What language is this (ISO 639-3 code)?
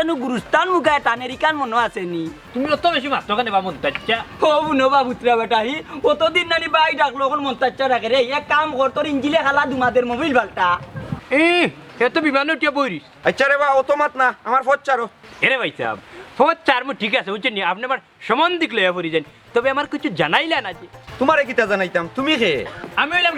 syl